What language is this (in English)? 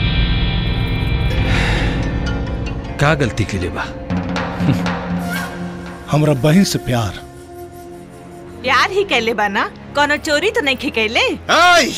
Bhojpuri